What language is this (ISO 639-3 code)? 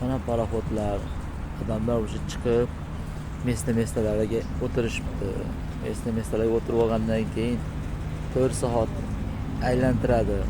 uzb